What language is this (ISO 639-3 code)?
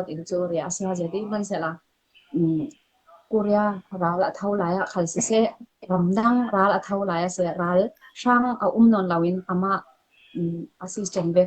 cfm